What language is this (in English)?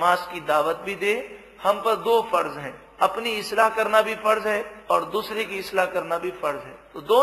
Urdu